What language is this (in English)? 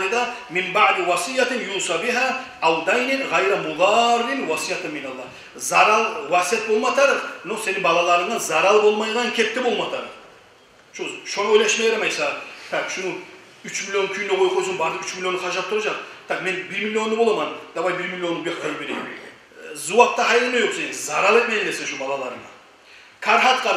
Kumyk